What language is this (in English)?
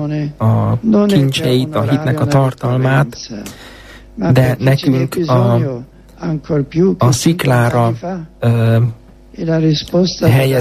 Hungarian